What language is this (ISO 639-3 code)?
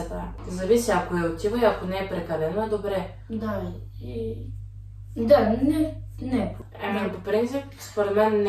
bul